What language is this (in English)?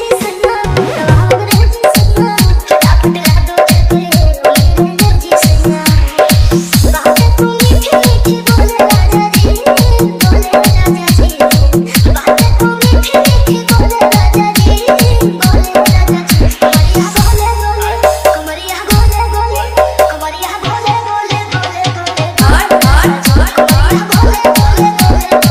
Bhojpuri